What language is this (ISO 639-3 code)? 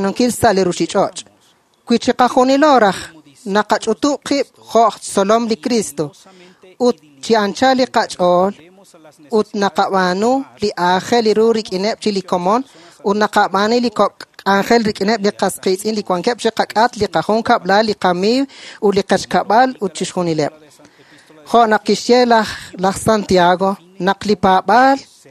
kek